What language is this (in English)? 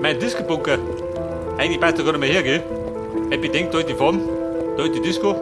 Bavarian